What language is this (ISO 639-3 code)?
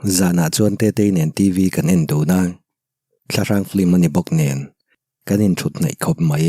lus